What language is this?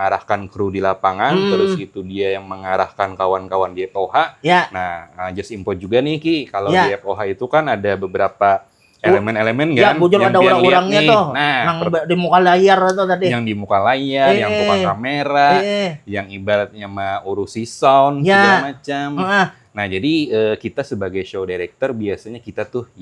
Banjar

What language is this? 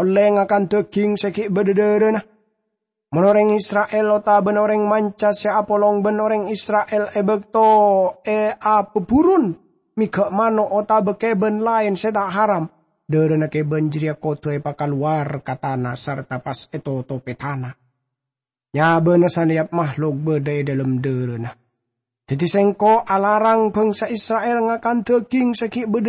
Madurese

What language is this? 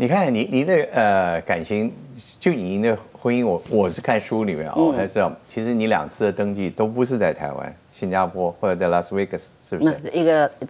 Chinese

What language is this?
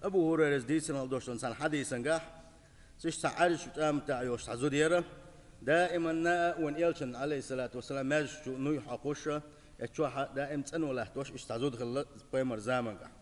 Chechen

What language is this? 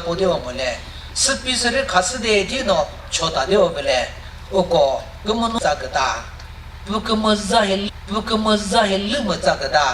Chokri Naga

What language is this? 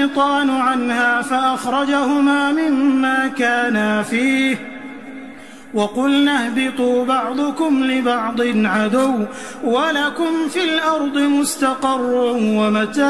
Arabic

